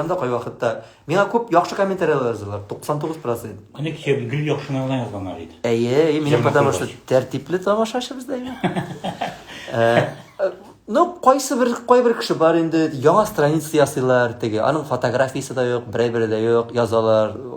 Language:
Tatar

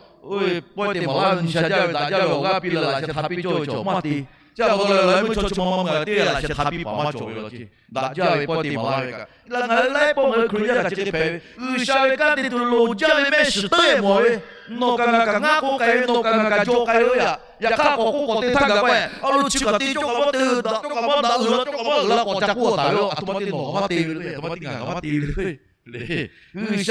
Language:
Lahu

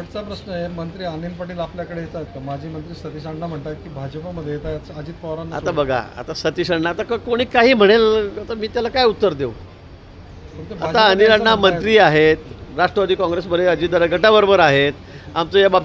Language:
Marathi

